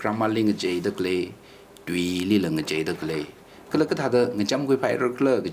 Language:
Tangkhul Naga (India)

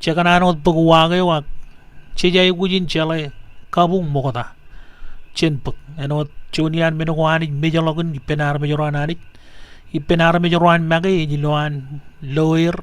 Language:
Marshallese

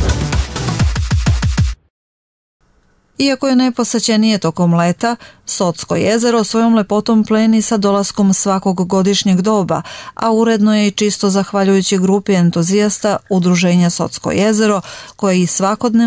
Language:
Serbian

